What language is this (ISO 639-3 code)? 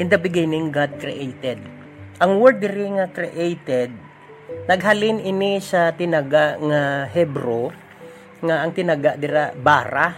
hil